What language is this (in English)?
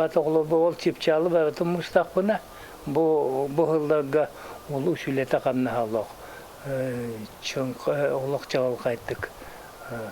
Yakut